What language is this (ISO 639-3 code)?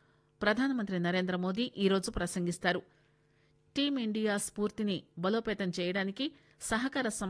tel